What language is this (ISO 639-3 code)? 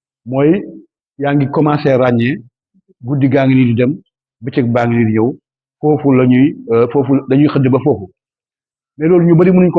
wol